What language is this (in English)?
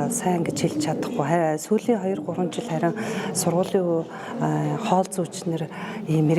Mongolian